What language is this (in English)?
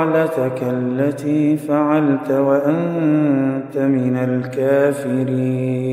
Arabic